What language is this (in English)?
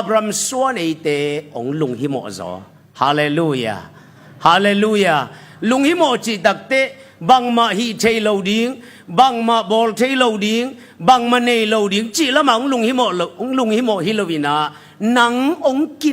Tedim Chin